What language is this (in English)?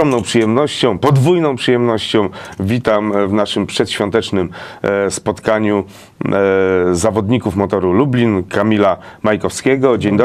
Polish